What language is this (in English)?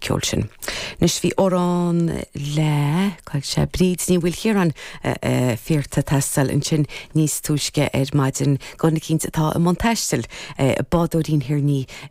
Irish